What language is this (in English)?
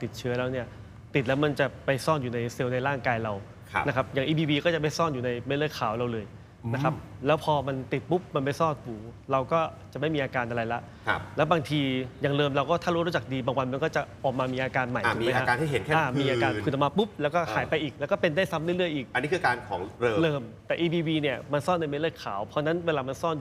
Thai